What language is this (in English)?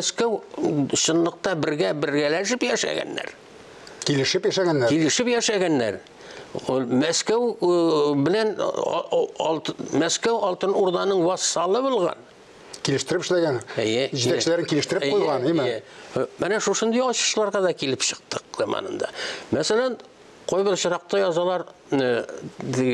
Tatar